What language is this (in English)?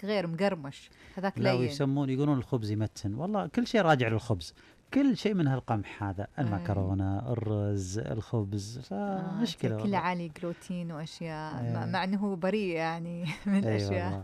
Najdi Arabic